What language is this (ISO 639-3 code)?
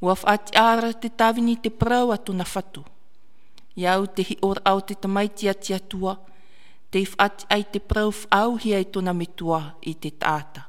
tah